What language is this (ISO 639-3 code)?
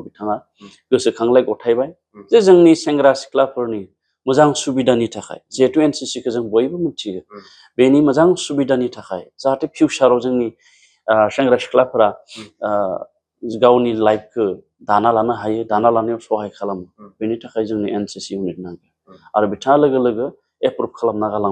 brx